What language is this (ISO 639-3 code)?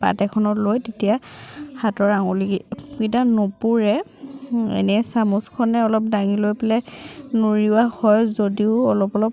asm